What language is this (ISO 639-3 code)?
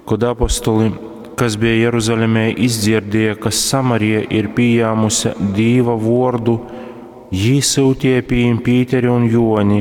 ltg